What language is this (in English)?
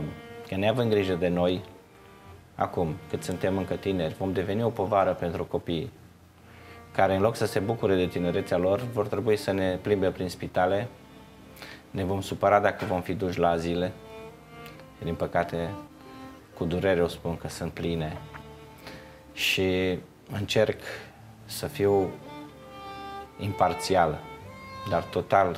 Romanian